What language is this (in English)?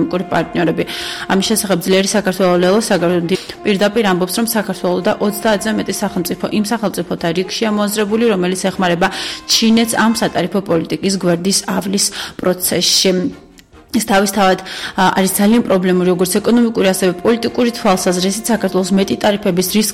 Georgian